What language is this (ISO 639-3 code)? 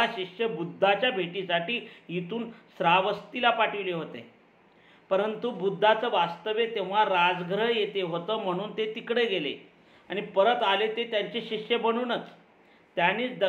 mar